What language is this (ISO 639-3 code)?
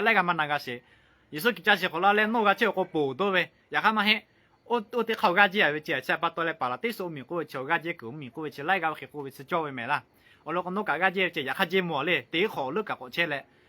lhu